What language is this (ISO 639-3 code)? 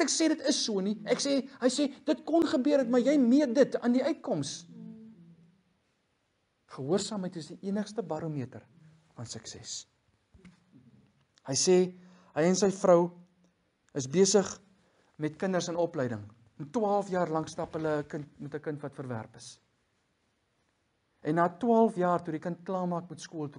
afr